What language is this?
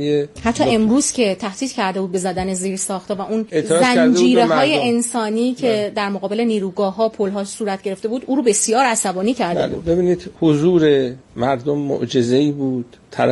Persian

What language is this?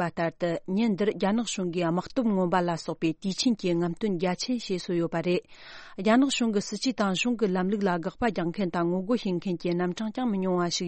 Tibetan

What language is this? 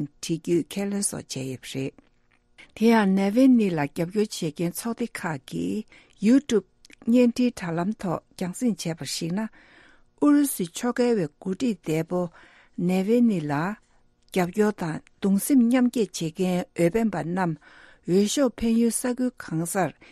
Tibetan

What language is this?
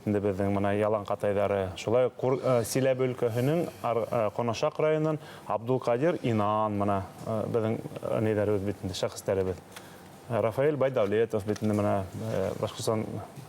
Bashkir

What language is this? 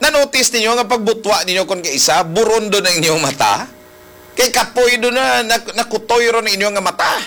Hiligaynon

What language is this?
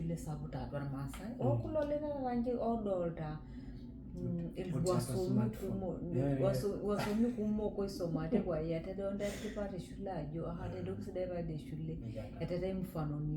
Masai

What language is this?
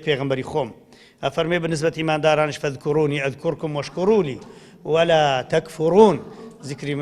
Central Kurdish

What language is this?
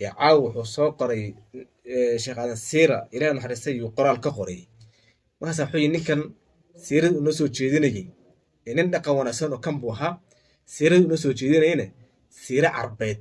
Somali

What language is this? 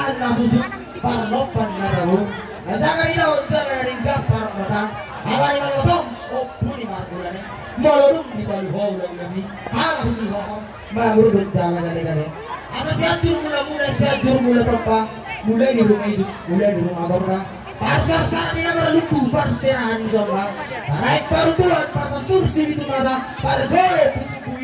Batak Toba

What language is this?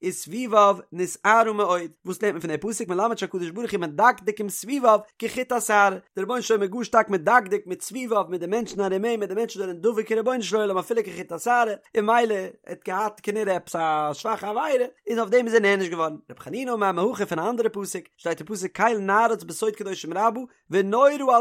Yiddish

